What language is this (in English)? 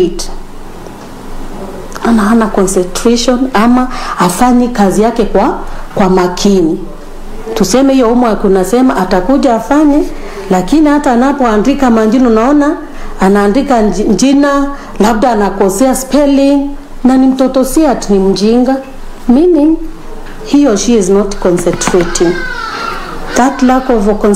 Swahili